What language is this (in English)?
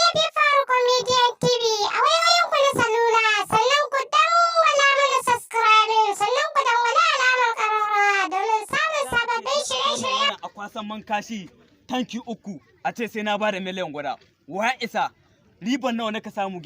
Hausa